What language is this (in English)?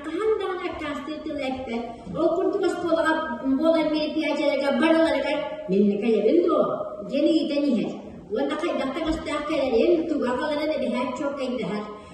Yakut